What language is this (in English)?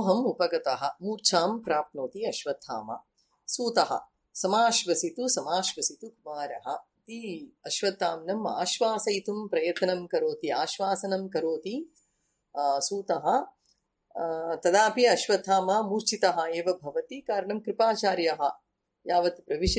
Sanskrit